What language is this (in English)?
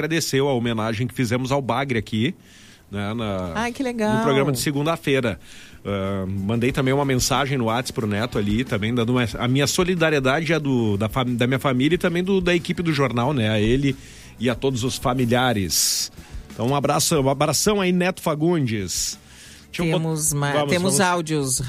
Portuguese